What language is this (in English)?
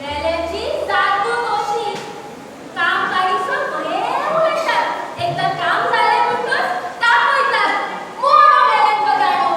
Konkani